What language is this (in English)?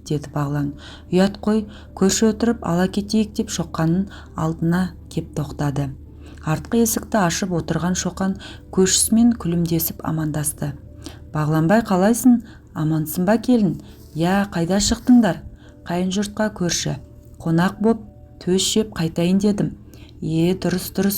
Kazakh